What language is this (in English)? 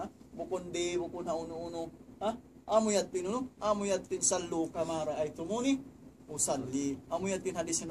Tausug